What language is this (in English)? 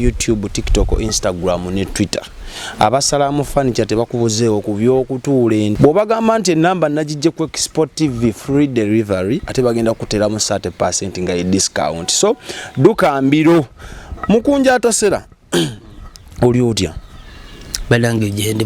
Ganda